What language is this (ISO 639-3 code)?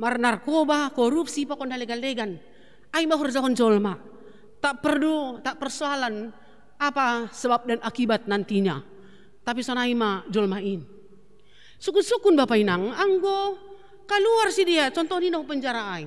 bts